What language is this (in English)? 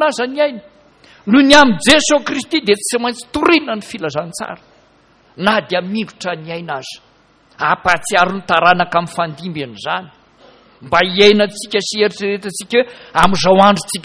Malagasy